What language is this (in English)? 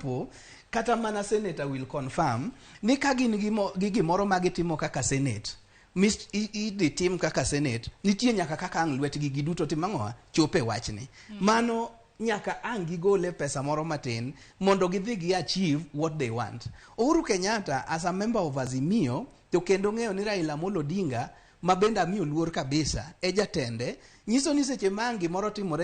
Luo (Kenya and Tanzania)